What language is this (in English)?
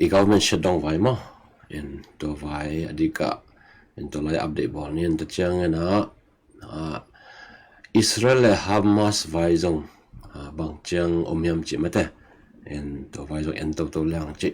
Tedim Chin